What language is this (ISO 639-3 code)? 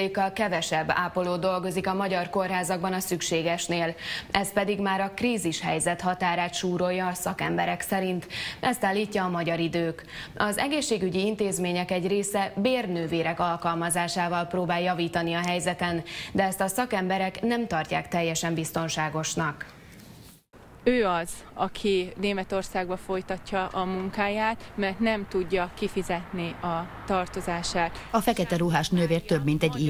hun